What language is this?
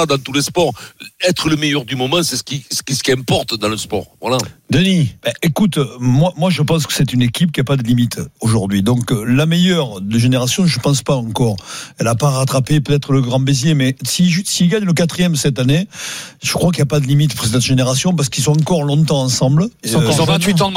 French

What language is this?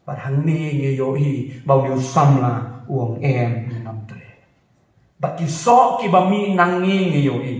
Khasi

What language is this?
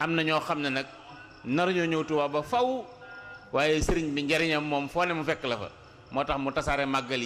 Wolof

